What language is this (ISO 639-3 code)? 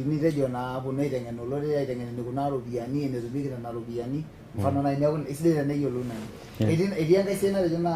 mas